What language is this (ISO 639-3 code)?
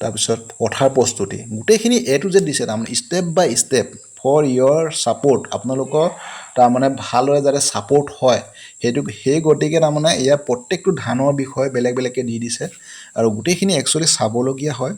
asm